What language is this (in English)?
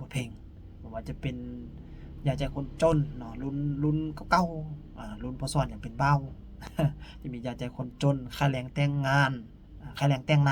Lao